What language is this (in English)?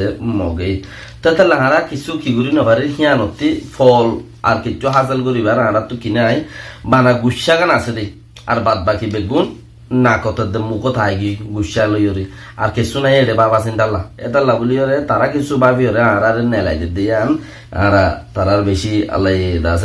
Rohingya